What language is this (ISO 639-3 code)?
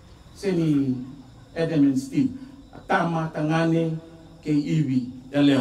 fij